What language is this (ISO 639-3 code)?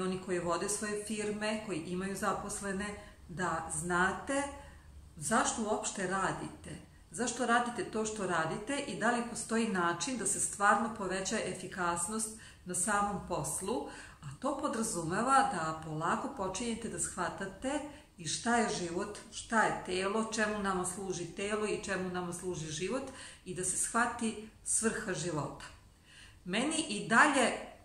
srp